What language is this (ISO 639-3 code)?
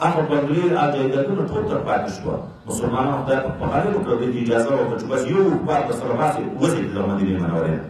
pus